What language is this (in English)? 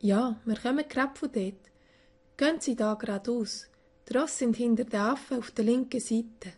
Swiss German